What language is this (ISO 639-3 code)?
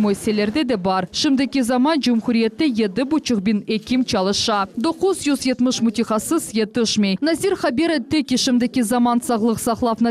crh